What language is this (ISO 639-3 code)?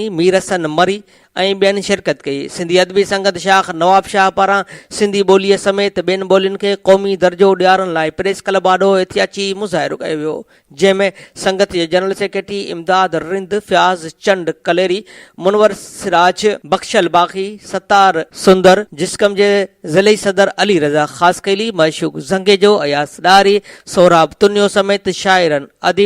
snd